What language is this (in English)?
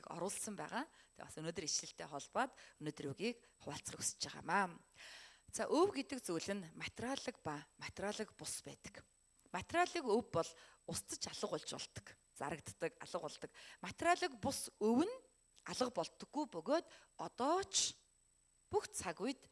Mongolian